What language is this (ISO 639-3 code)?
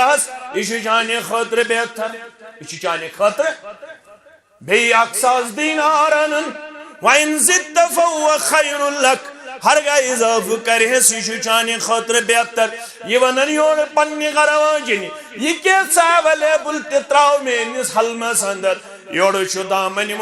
kas